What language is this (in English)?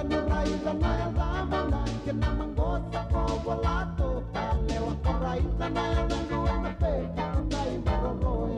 Fijian